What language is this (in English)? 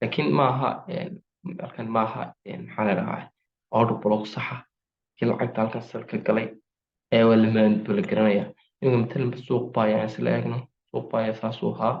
Somali